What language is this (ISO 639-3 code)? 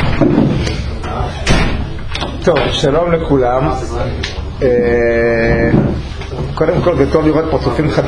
heb